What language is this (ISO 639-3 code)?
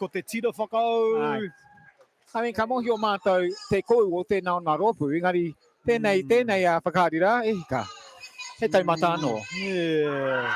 mri